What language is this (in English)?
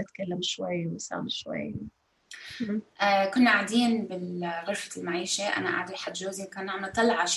North Levantine Arabic